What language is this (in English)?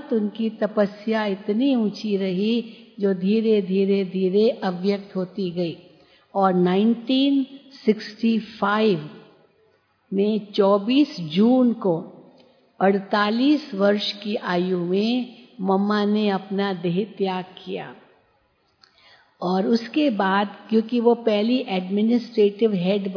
Hindi